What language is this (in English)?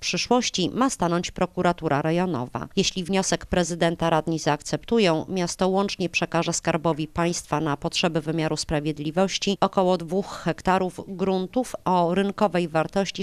Polish